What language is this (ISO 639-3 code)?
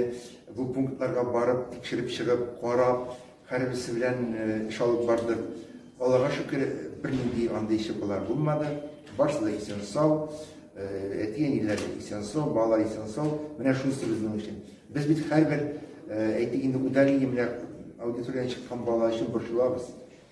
tat